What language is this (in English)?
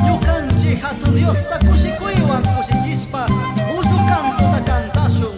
Chimborazo Highland Quichua